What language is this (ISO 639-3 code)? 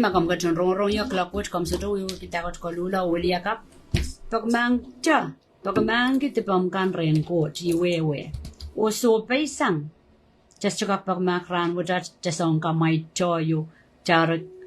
pon